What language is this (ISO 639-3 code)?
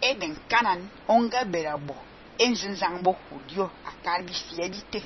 fan